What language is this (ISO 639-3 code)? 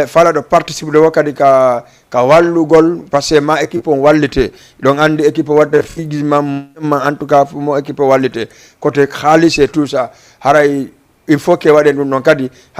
ful